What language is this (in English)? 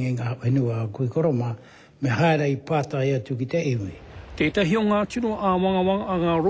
Māori